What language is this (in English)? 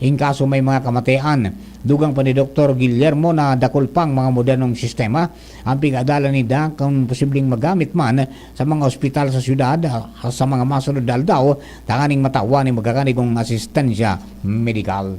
Bikol